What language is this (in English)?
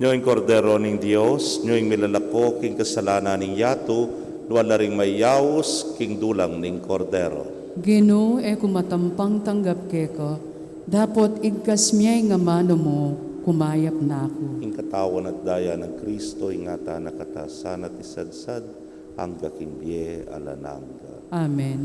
Pampanga